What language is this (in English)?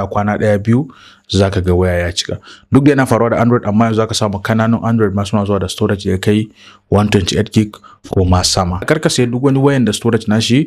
Hausa